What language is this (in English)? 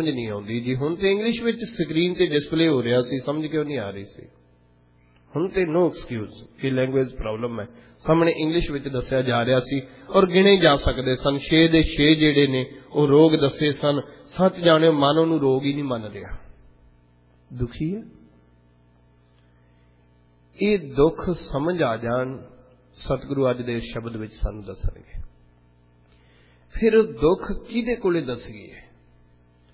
Punjabi